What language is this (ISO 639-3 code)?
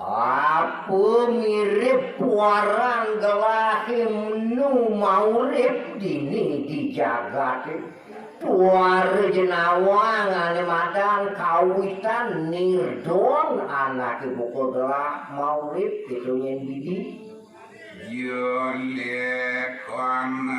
ban